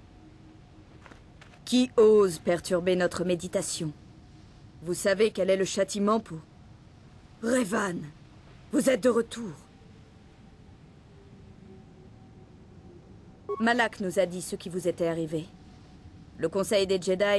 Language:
French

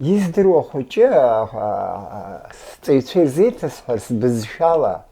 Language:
Abkhazian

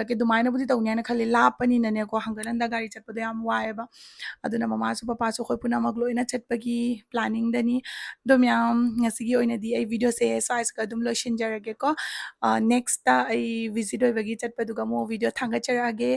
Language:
Manipuri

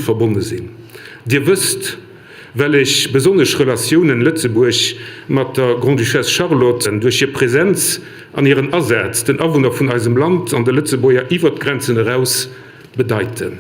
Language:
Luxembourgish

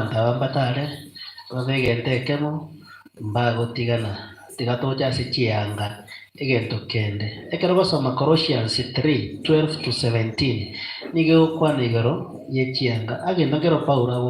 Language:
Gusii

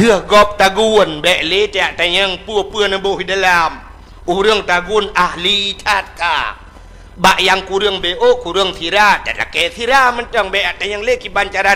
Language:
Achinese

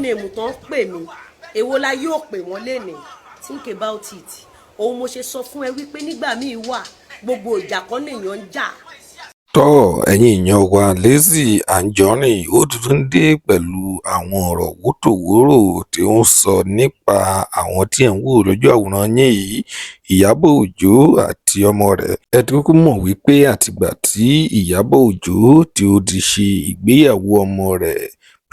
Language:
Yoruba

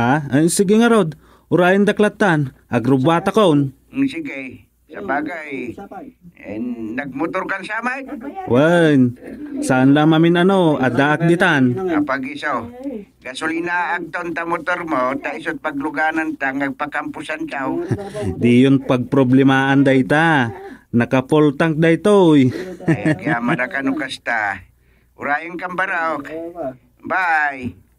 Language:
Iloko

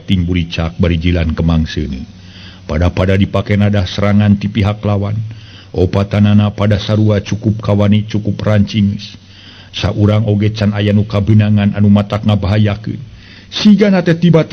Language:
Sundanese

